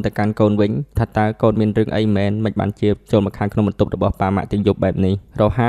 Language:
Khmer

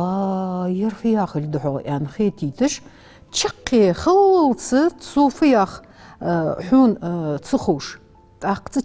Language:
Ingush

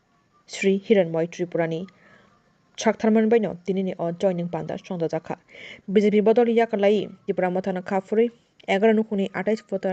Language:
Kok Borok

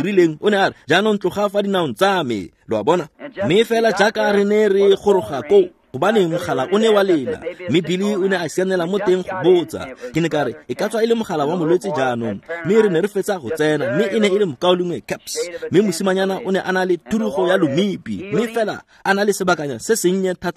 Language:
Tswana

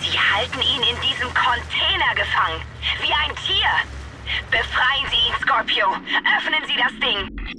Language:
Bavarian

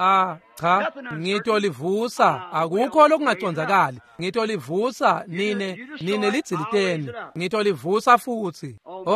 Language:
Swati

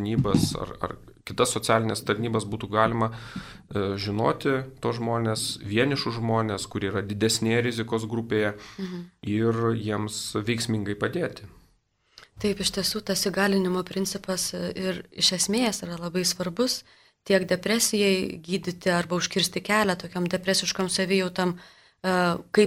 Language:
Lithuanian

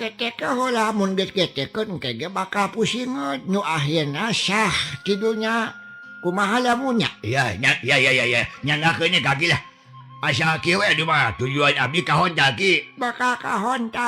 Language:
Sundanese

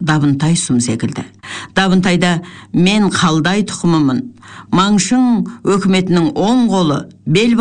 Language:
Kazakh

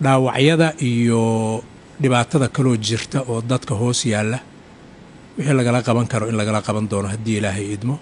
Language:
Somali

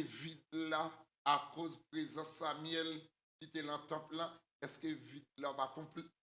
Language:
Haitian Creole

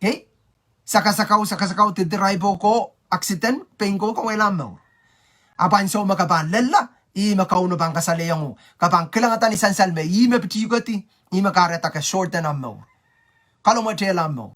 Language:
Pohnpeian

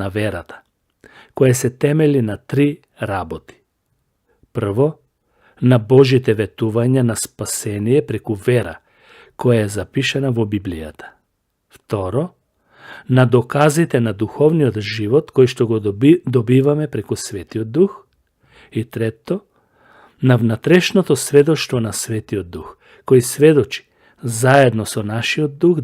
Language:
Macedonian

